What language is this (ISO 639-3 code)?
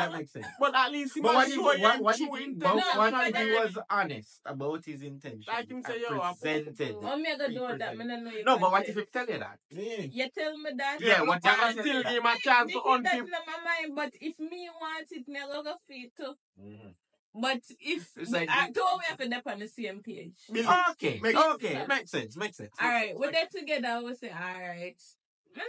jam